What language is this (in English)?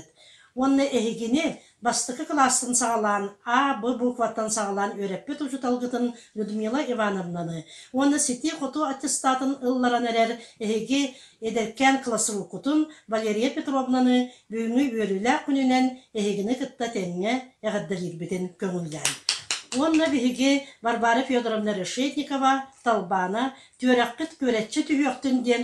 Yakut